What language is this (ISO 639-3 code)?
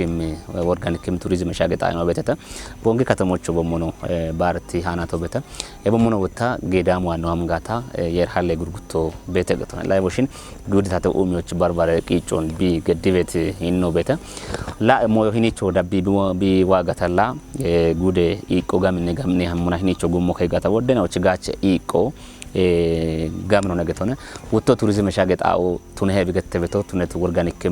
kbr